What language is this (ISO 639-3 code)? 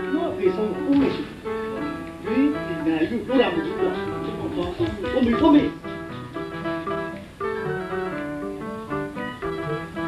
mya